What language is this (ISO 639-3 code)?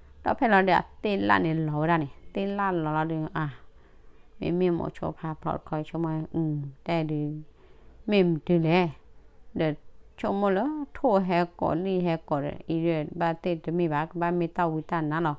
ksw